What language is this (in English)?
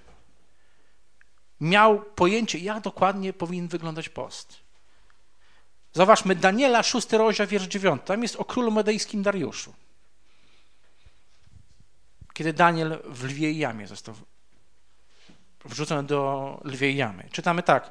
Polish